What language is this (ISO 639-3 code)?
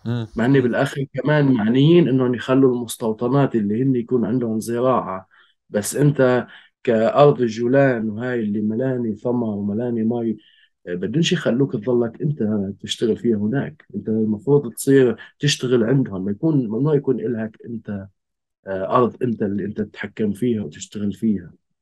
apc